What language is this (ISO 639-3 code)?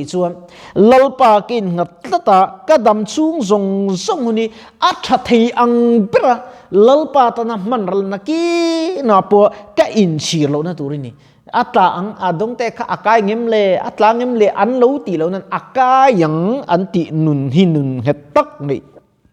lus